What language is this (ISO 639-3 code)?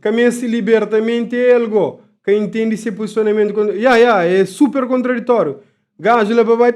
kea